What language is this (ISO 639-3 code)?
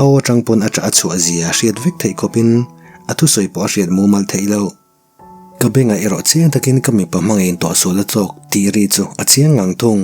lus